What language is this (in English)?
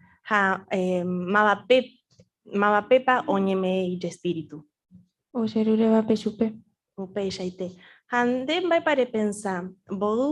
Guarani